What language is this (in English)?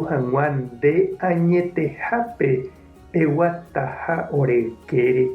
Guarani